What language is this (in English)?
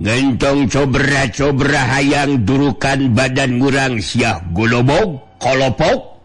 Sundanese